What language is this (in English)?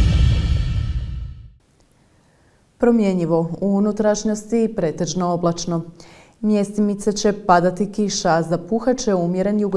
Croatian